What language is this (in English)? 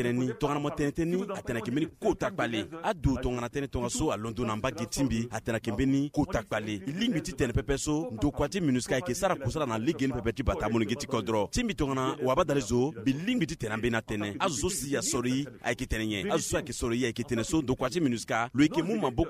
Sango